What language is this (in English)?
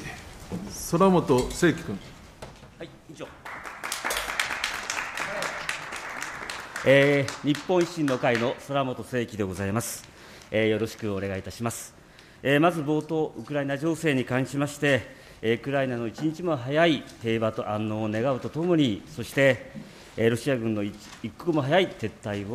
Japanese